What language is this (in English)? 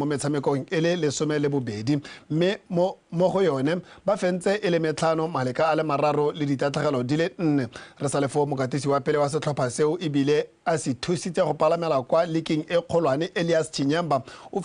Tswana